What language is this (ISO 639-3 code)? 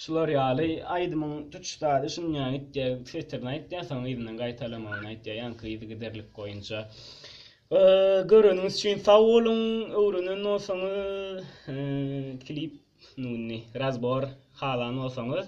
tuk